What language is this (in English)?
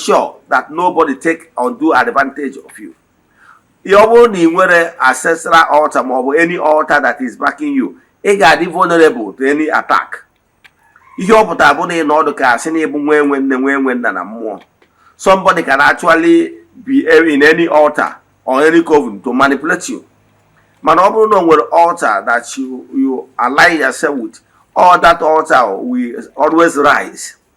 Igbo